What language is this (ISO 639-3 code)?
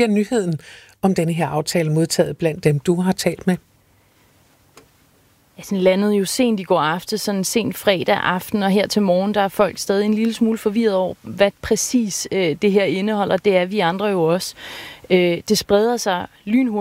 dan